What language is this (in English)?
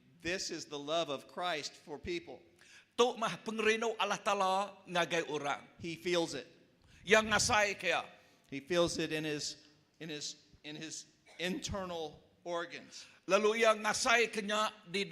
Iban